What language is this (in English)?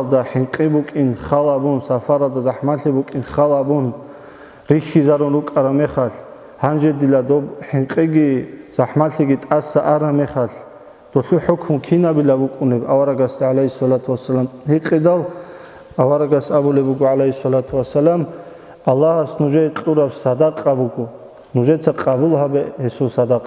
Avaric